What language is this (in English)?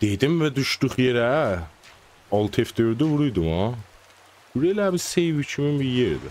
South Azerbaijani